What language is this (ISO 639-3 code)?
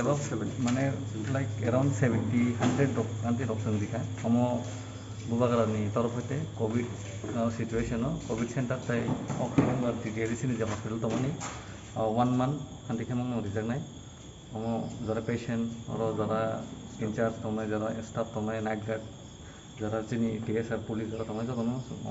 trp